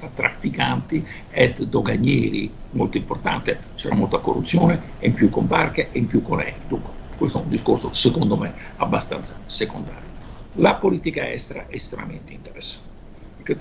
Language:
Italian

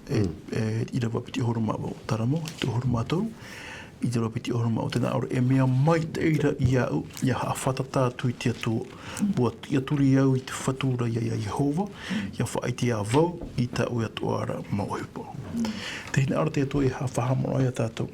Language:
Tahitian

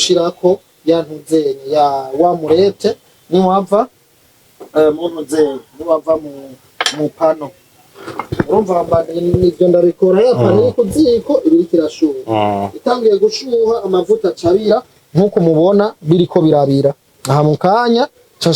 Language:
Rundi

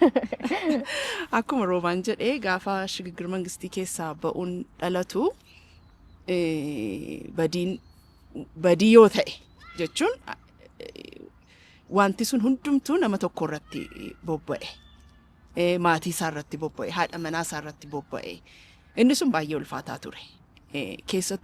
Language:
Oromo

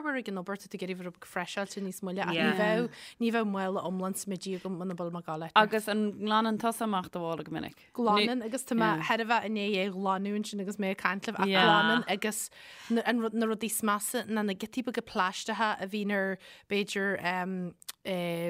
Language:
Irish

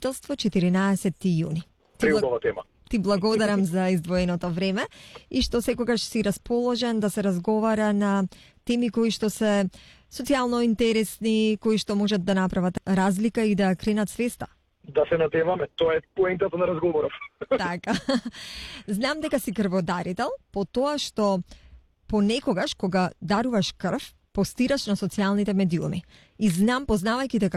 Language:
Macedonian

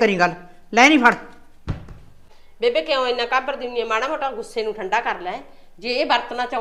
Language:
Punjabi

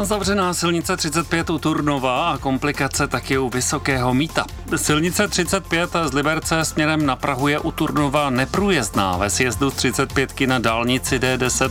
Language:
Czech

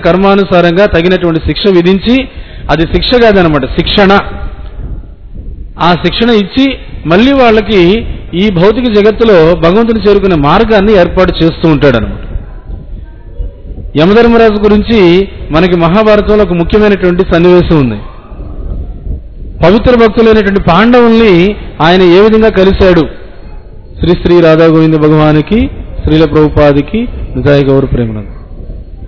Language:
Telugu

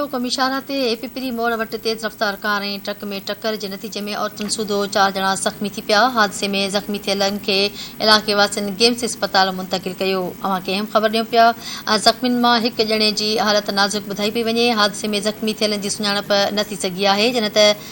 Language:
Sindhi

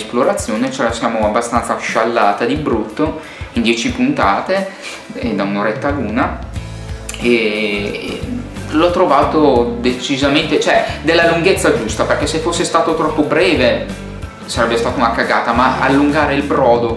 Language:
Italian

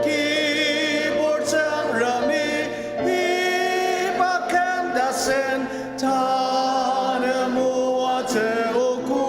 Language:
Ao Naga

